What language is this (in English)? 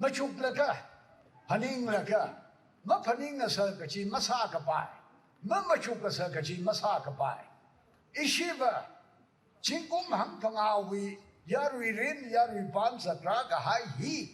Tangkhul Naga (India)